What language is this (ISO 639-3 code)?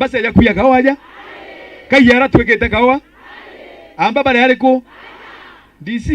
mer